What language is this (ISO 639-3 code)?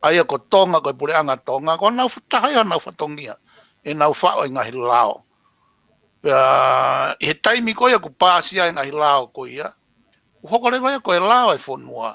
ton